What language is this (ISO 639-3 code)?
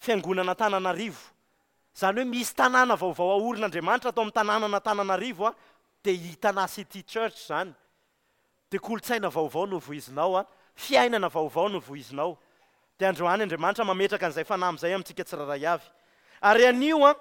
mlg